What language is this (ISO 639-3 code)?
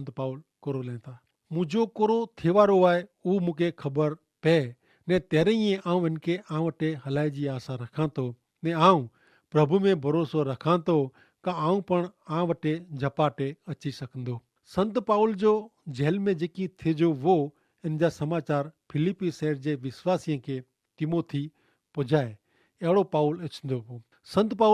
kfr